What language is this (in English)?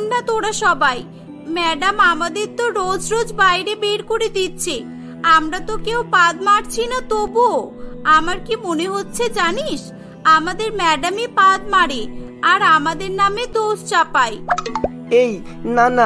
Bangla